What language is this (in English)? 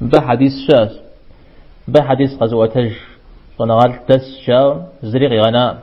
Kabardian